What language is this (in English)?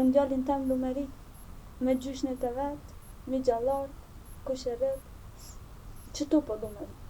Albanian